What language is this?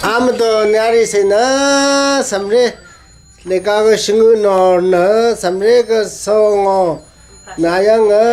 Rawang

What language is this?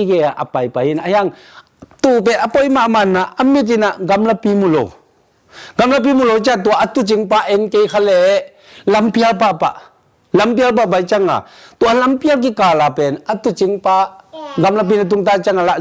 Tedim Chin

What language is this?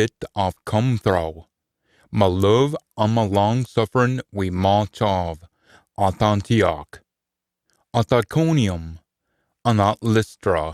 Scots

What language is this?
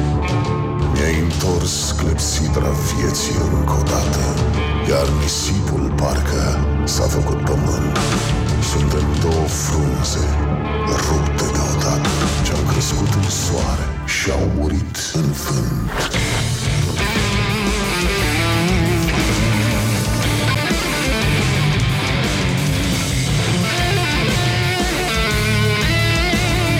Romanian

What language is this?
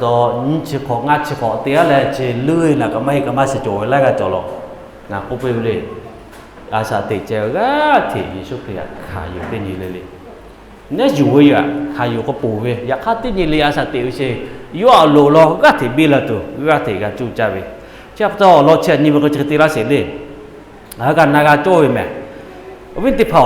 Lahu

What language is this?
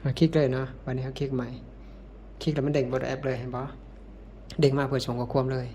Lao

